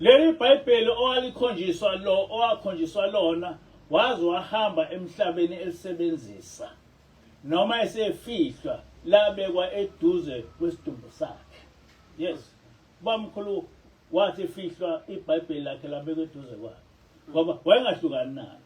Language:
Zulu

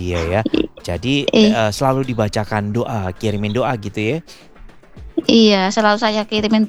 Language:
Indonesian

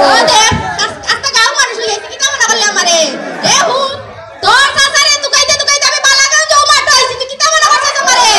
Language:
Sylheti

